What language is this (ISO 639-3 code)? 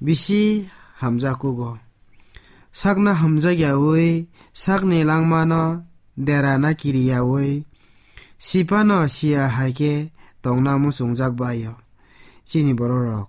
trp